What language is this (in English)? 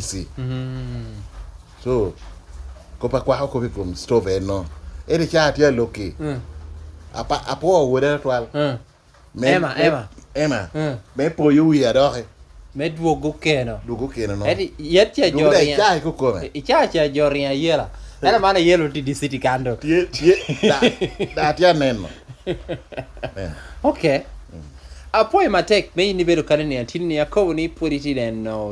Lango (Uganda)